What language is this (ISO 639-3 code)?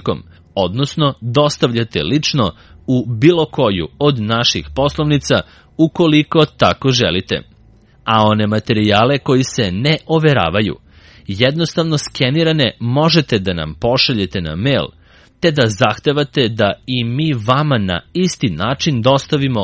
srp